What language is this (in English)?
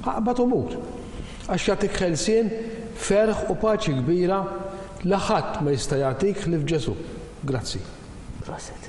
Maltese